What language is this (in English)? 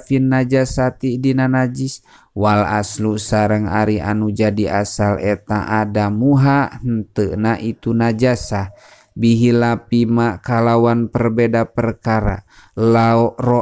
Sundanese